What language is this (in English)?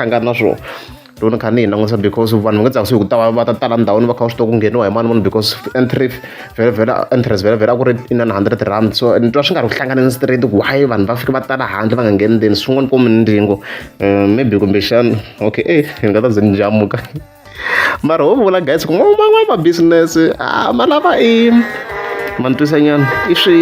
Tsonga